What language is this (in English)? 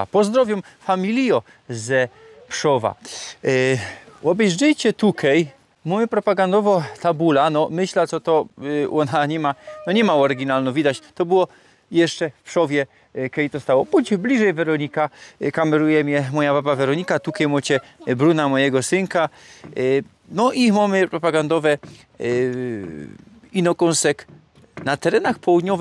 Silesian